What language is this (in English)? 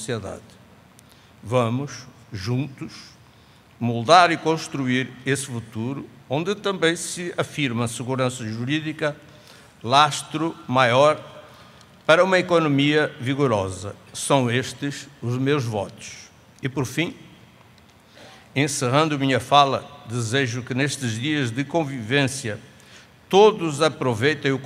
Portuguese